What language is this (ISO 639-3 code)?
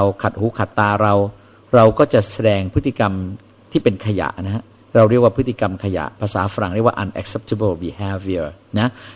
tha